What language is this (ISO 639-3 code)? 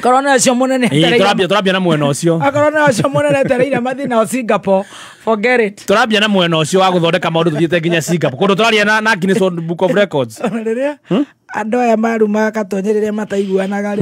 kik